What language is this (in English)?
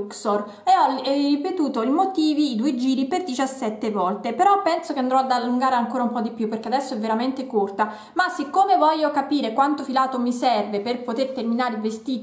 Italian